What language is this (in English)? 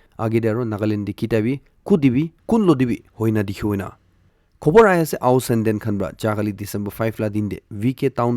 Naga Pidgin